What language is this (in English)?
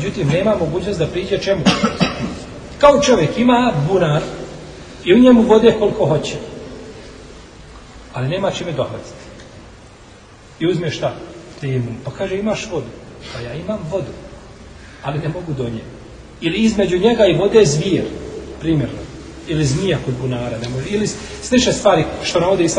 Bosnian